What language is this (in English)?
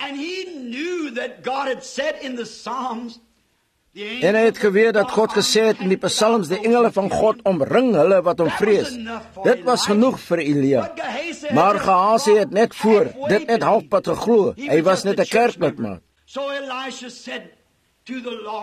Afrikaans